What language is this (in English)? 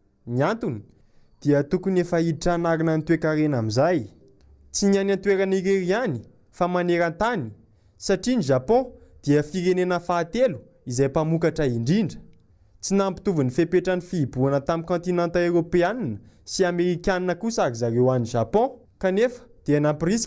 Malagasy